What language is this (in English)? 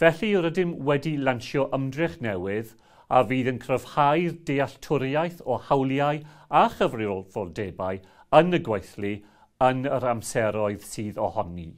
Welsh